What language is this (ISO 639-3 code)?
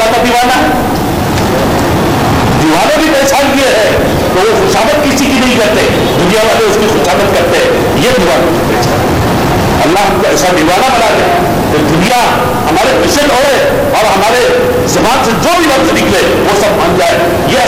urd